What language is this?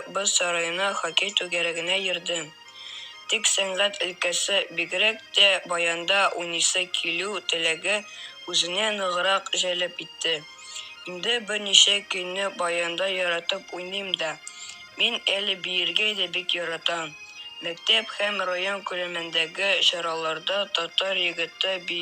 Tatar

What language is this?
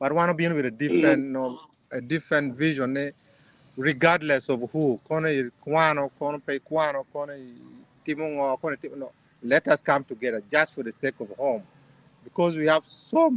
Acoli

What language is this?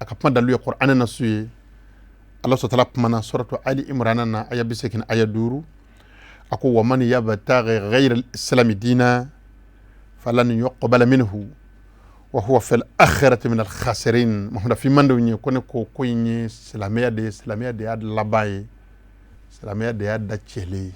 Bambara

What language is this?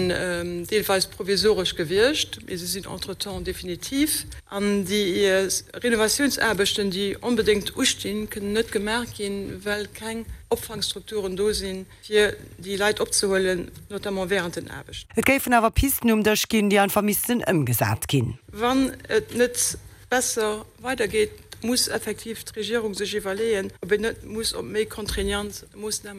Luxembourgish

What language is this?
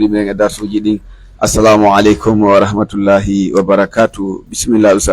Pular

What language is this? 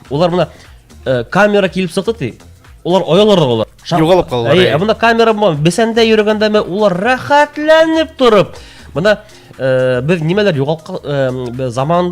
Bashkir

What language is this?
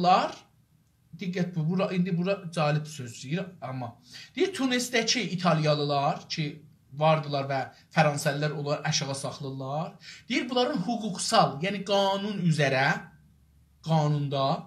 South Azerbaijani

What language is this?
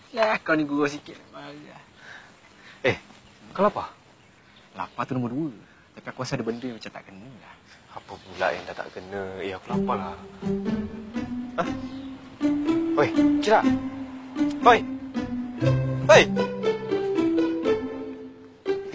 Malay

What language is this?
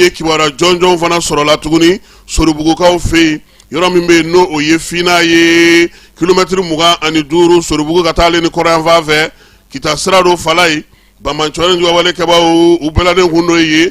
Bambara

